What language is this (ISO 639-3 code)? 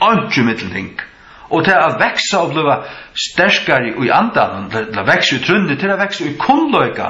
fao